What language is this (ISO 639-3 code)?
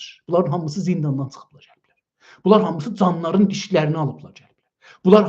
azb